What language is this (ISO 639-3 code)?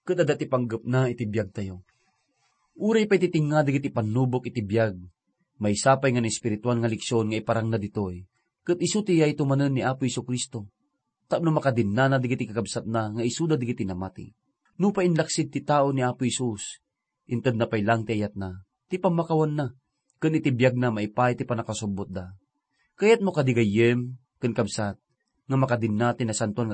ilo